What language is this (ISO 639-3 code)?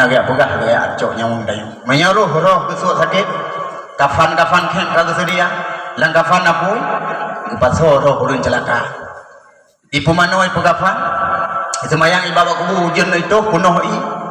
ace